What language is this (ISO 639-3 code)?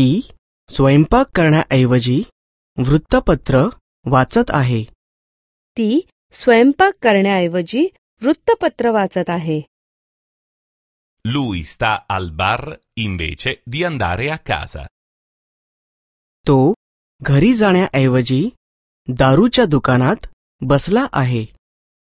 mar